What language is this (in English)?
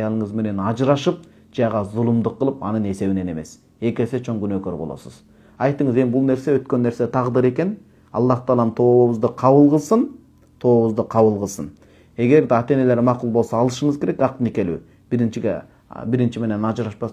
Kyrgyz